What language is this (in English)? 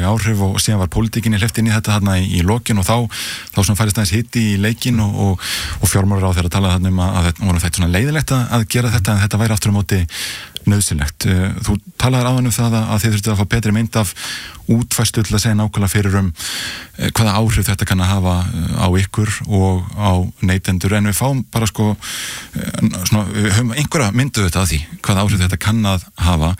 Icelandic